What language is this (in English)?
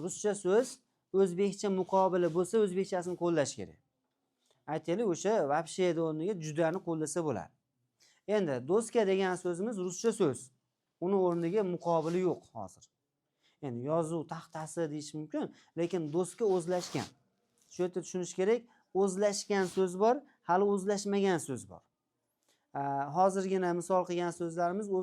Uzbek